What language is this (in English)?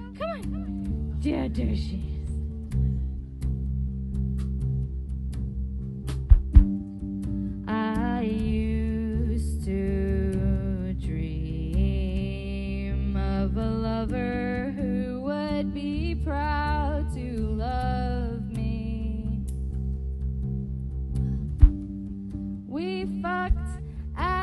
English